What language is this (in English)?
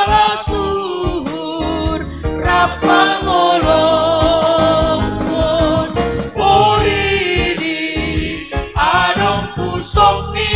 Batak Simalungun